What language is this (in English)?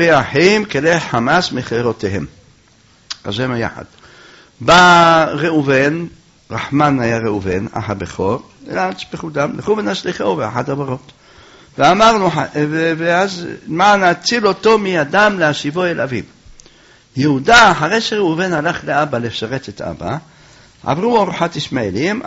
Hebrew